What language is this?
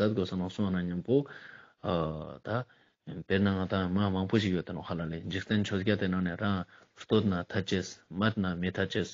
Ladakhi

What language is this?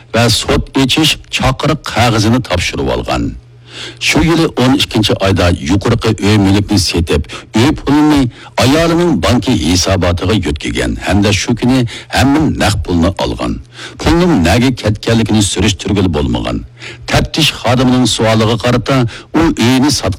Uyghur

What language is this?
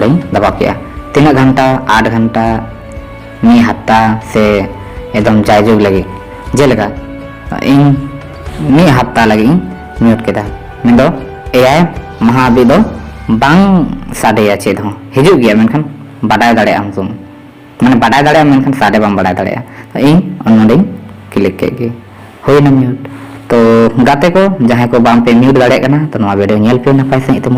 Santali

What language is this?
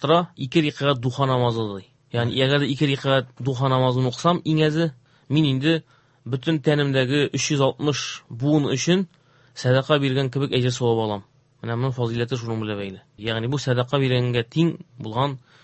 Tatar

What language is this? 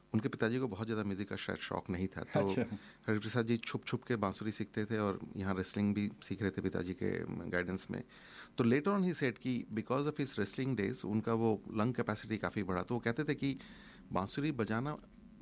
Hindi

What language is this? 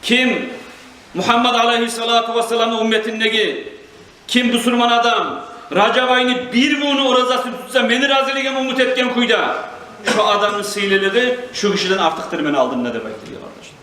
Kumyk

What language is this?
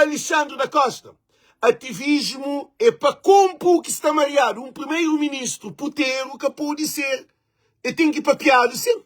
Kabuverdianu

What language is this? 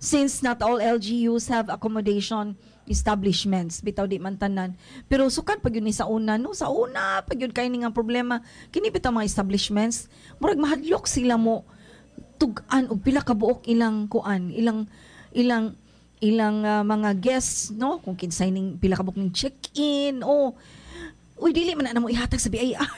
Cebuano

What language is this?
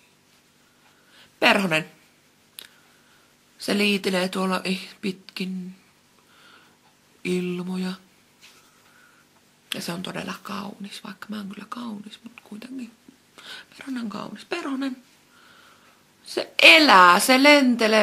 Finnish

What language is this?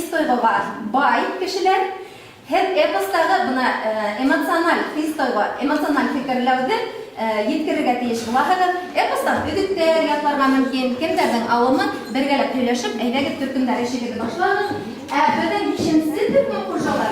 Bashkir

